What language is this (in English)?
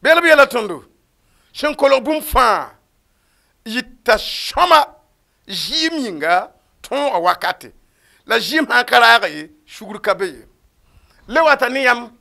Mossi